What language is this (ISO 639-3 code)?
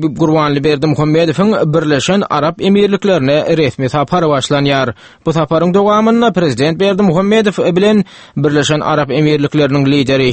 tuk